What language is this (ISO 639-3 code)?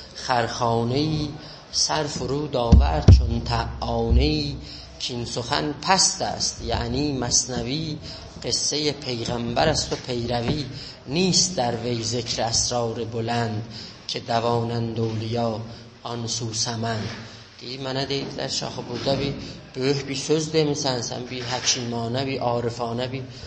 azb